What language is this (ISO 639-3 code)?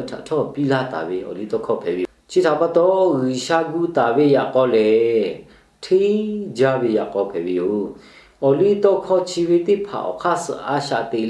lhu